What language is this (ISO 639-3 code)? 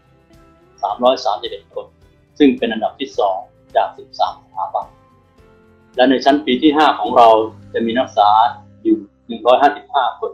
tha